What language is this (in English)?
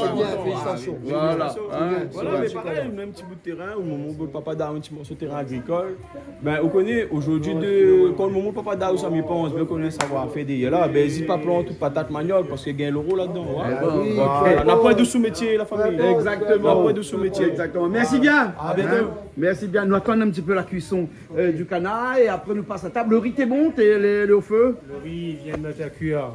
Réunion Creole French